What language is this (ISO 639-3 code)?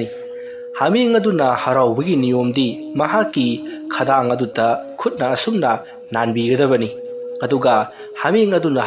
mni